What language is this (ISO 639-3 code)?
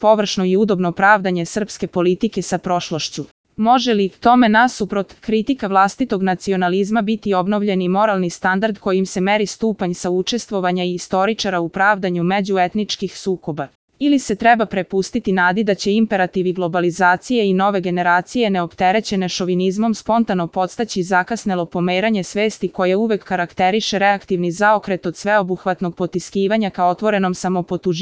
srp